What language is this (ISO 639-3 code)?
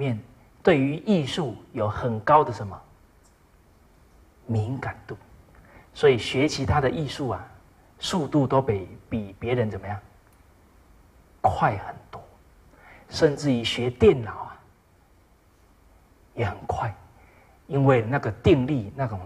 zho